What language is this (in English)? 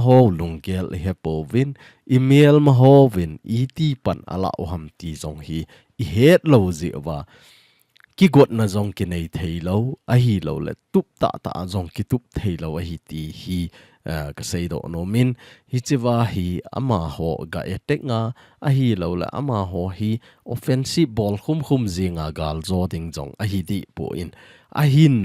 Thado Chin